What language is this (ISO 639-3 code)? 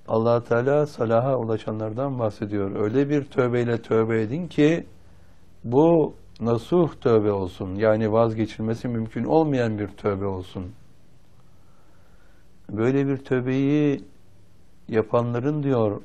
tur